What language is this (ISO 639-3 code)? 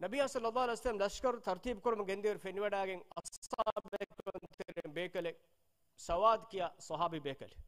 div